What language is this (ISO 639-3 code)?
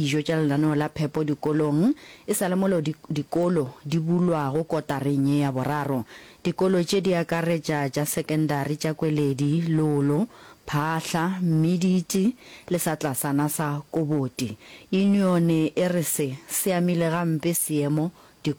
nso